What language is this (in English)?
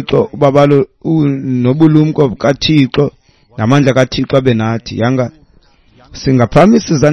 Xhosa